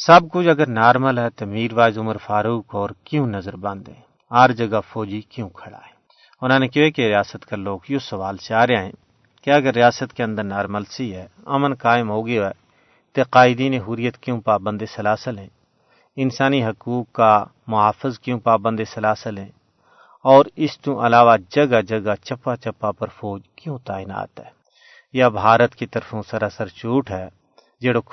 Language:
Gujari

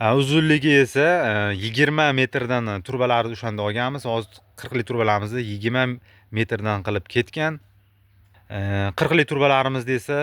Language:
Uzbek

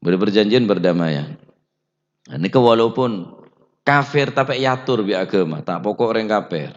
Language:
Madurese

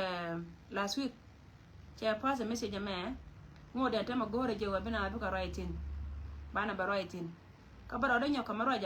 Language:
Nuer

